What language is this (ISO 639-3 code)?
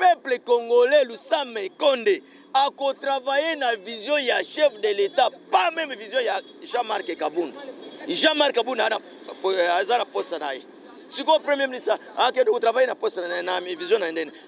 lin